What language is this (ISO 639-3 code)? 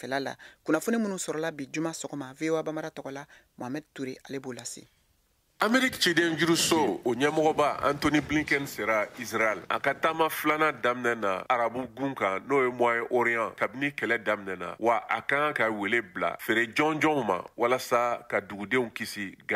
bam